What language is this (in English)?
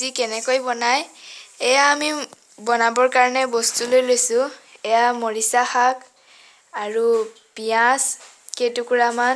Assamese